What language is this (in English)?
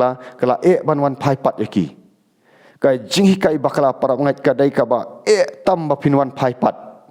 Khasi